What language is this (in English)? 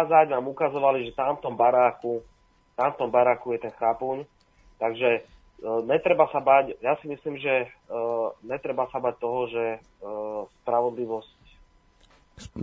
Slovak